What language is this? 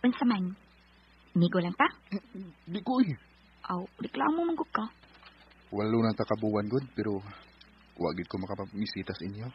Cebuano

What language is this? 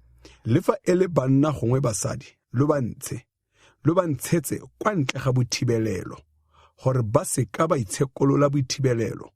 Tswana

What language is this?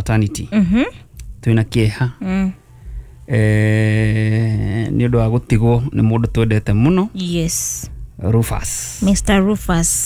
Kikuyu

